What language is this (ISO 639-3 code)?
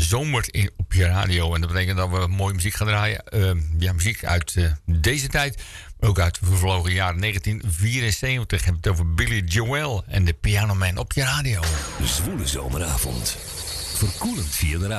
nld